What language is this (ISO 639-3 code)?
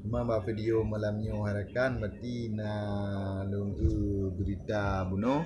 ace